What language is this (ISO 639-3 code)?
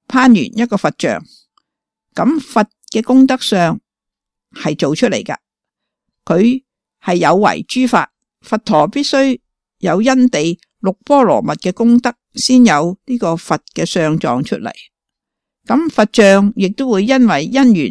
yue